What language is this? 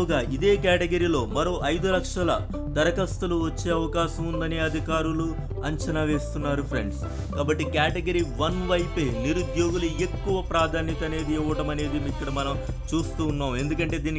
Telugu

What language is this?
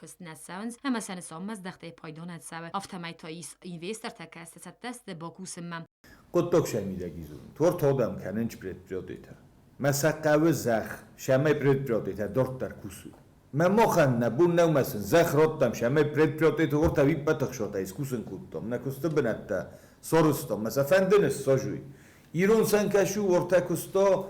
Ossetic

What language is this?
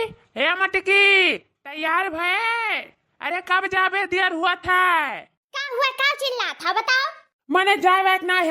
Awadhi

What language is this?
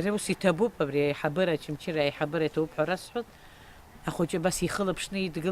Abkhazian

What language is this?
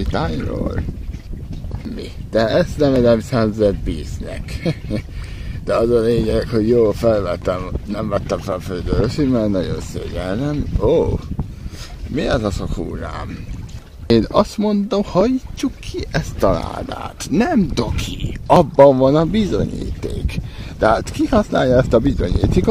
Hungarian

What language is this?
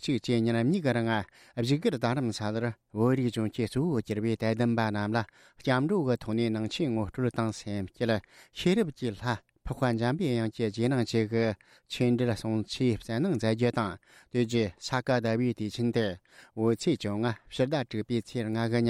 Tibetan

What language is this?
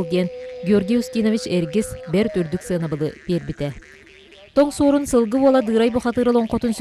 Yakut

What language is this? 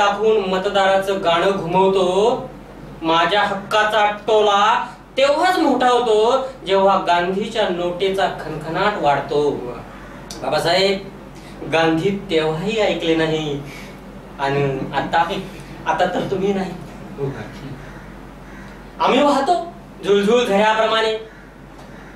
Marathi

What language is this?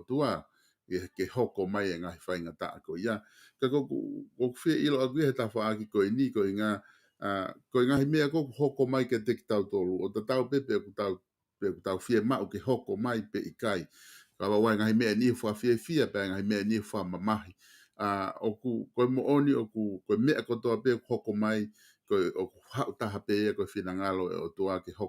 Tongan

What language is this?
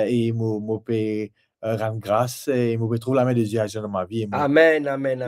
Morisyen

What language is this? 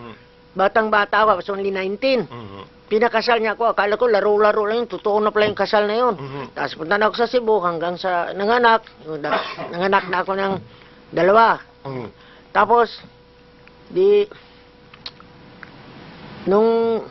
Filipino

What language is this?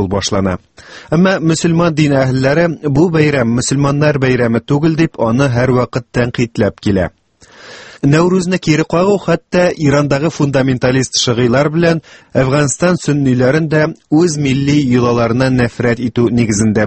Tatar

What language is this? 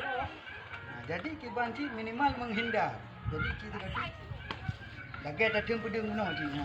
Achinese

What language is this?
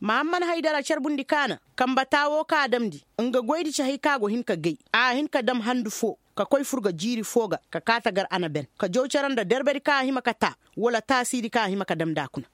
Koyraboro Senni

